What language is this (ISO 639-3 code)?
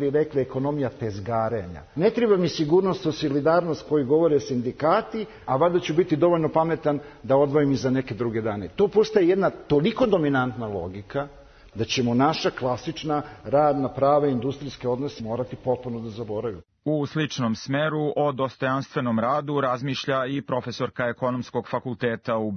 srp